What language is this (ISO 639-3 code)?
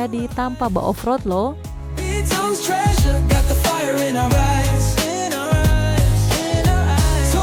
xmm